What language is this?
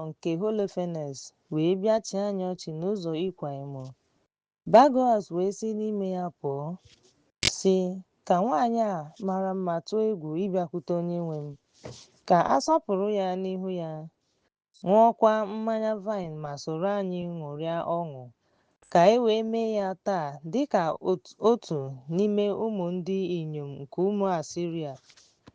Igbo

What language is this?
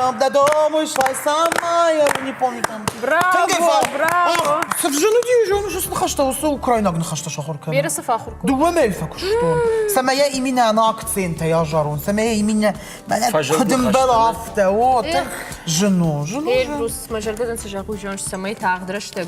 Ossetic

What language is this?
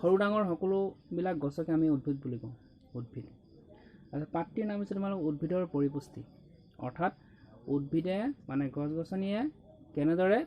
Assamese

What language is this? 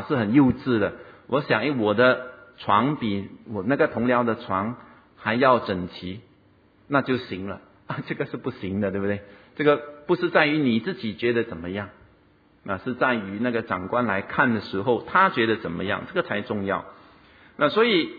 Chinese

